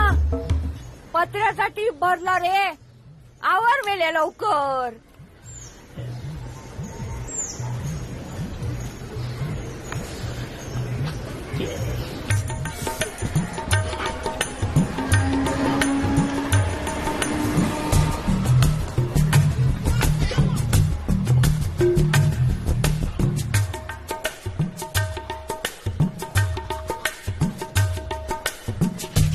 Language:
Marathi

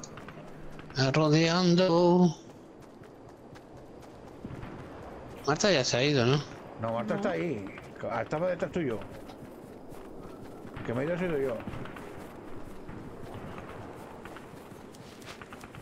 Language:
Spanish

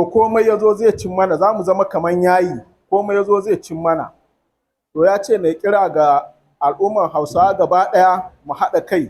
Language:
Hausa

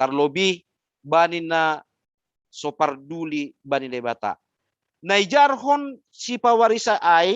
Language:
Batak Simalungun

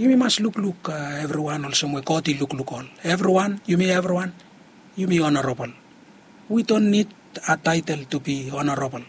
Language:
Bislama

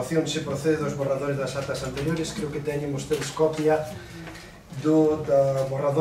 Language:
Galician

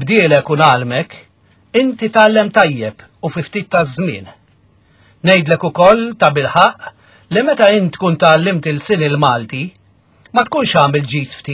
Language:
Maltese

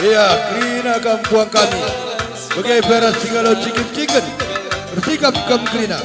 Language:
Batak Karo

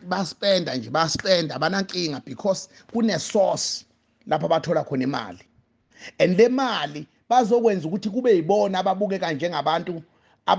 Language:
Zulu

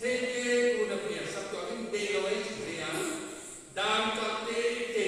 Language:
Paite Chin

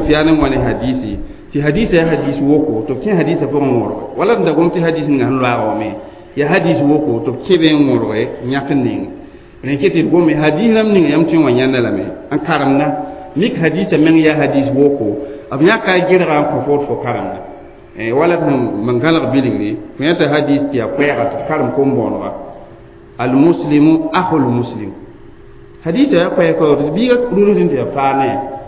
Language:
Mossi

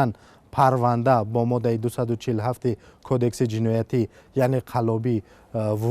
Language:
Tajik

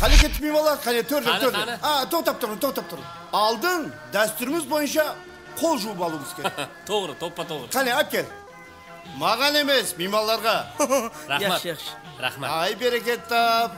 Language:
Kara-Kalpak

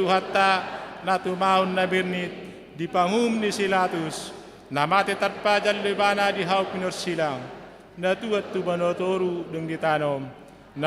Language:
Batak Toba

